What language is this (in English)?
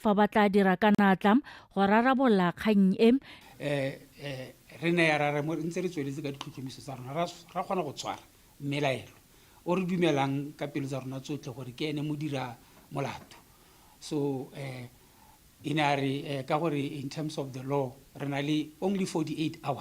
Tswana